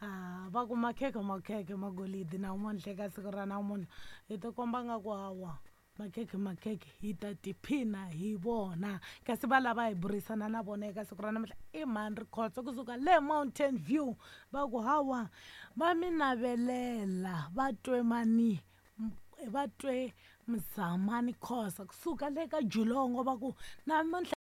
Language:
Tsonga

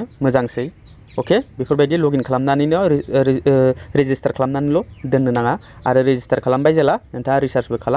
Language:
Bodo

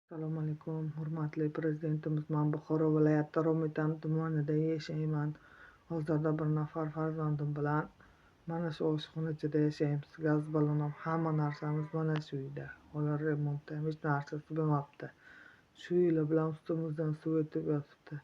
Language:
Uzbek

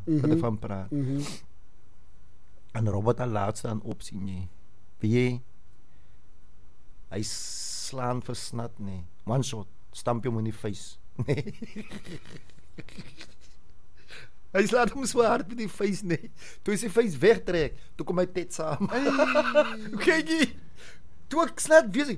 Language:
Afrikaans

